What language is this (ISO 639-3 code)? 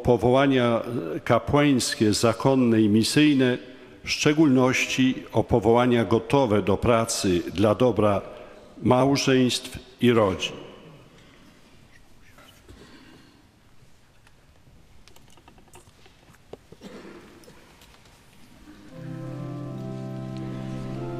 pol